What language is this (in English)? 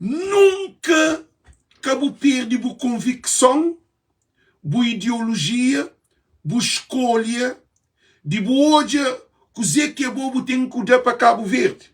Kabuverdianu